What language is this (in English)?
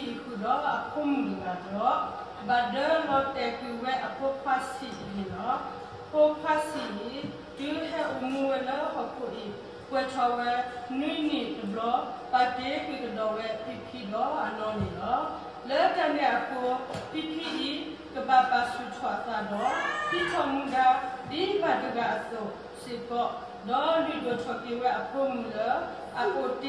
S'gaw Karen